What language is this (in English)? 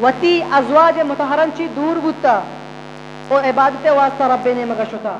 Eastern Balochi